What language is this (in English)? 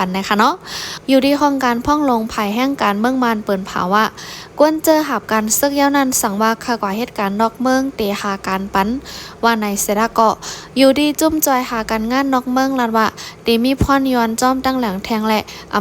Shan